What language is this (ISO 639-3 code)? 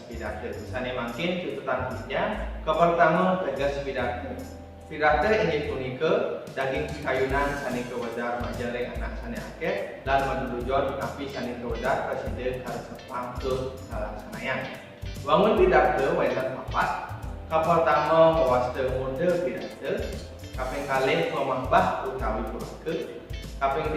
ban